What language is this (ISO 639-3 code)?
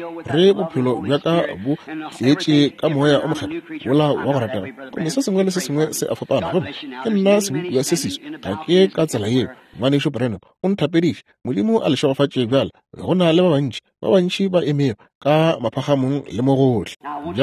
nso